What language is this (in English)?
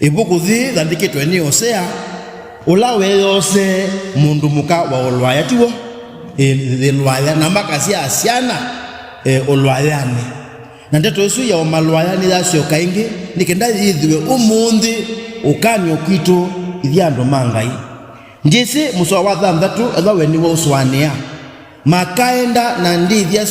Kamba